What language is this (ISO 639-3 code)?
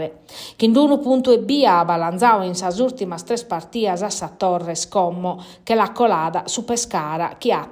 srd